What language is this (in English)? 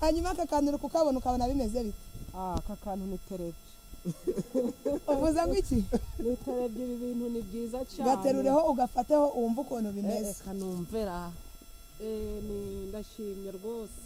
Kinyarwanda